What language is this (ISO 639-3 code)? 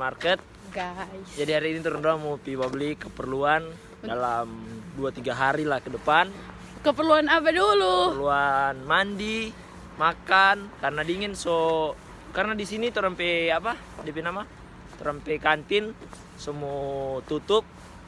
xmm